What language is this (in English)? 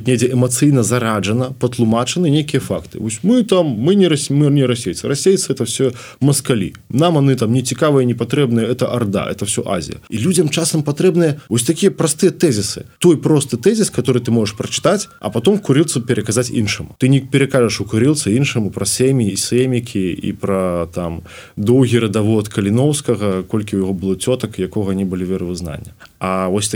Belarusian